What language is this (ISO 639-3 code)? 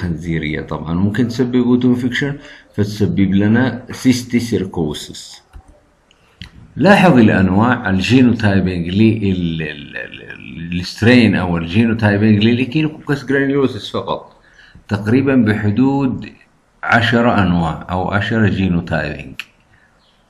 ara